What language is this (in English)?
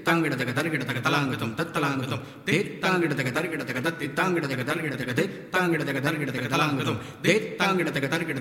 Tamil